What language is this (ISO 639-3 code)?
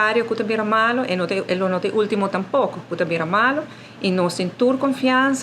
pap